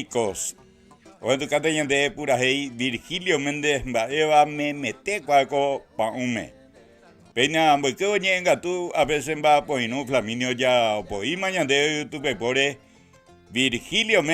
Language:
Guarani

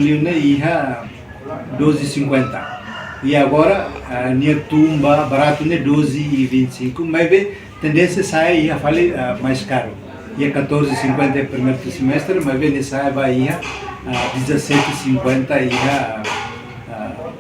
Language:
Tetum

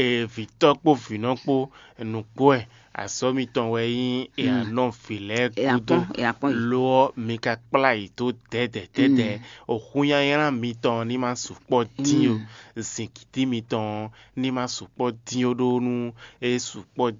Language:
Fon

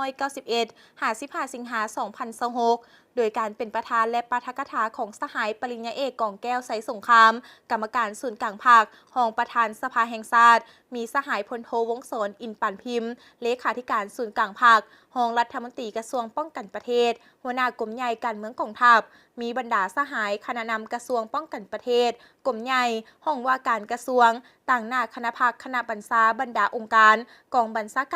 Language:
Lao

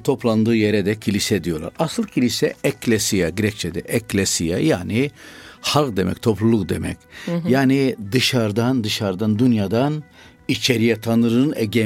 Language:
Turkish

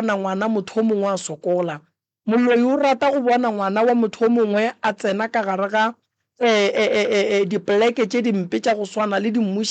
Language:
Northern Sotho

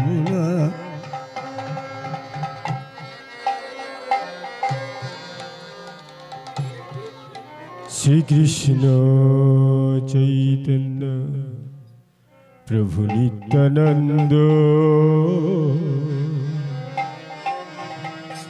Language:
Bangla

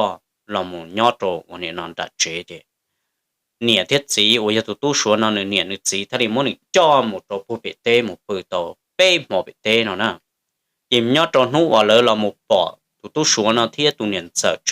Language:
Hmong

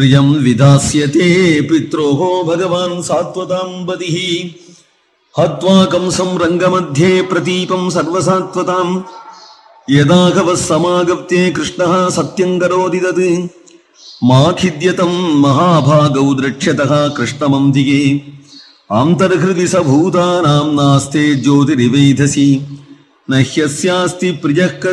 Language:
Sanskrit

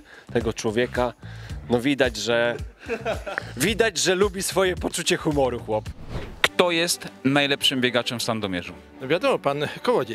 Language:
Polish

